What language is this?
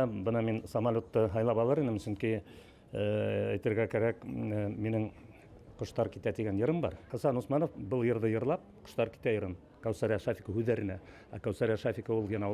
Bashkir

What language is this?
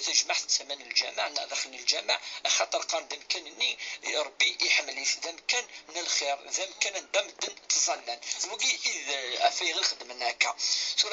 Kabyle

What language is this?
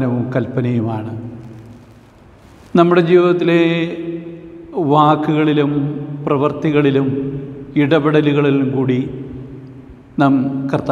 Malayalam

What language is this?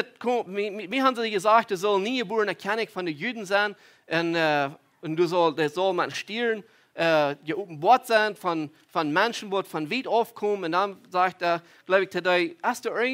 Plautdietsch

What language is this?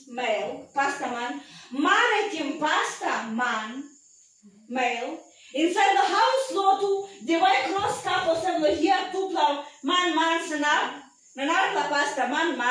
Tok Pisin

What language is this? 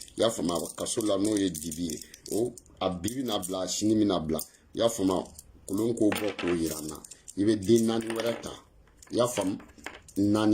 Bambara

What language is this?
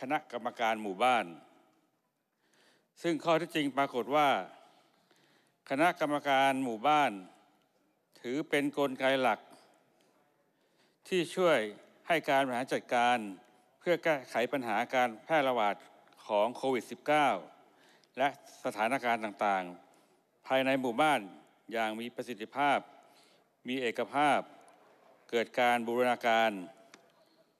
Thai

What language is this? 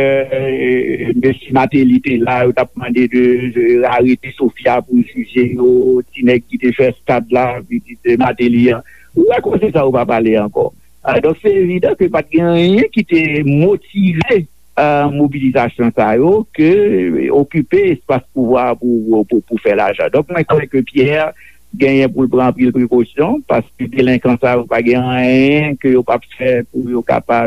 Haitian Creole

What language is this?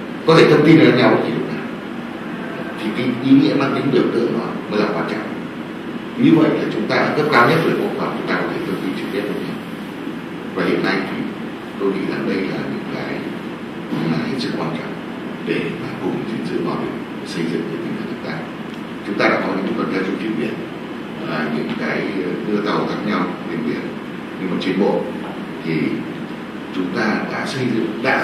Vietnamese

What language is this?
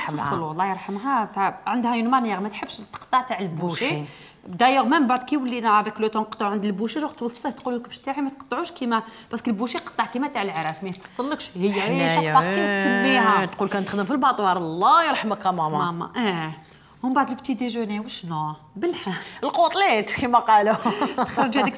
Algerian Arabic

